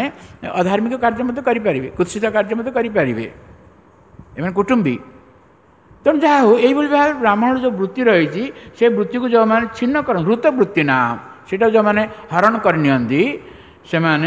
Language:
Odia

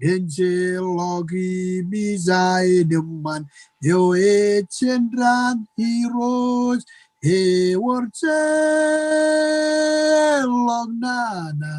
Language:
Marshallese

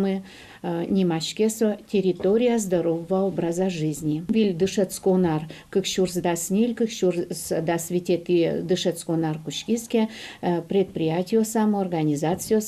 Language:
Udmurt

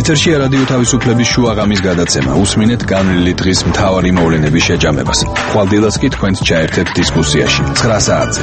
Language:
Georgian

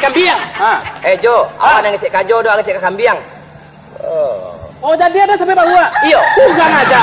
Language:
Minangkabau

